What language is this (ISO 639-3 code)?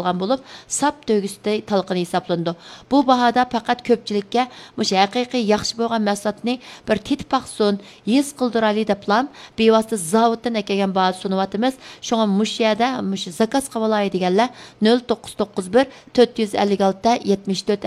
uig